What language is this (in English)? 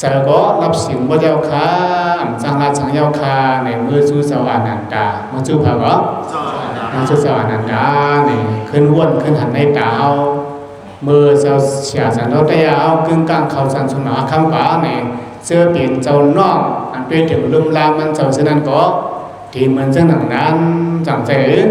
Shan